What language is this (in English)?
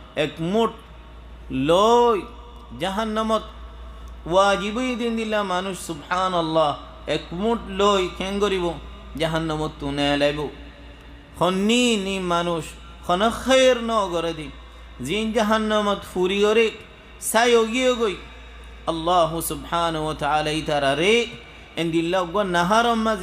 Rohingya